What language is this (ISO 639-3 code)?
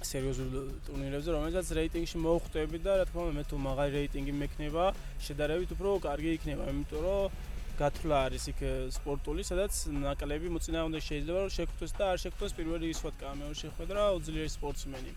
kat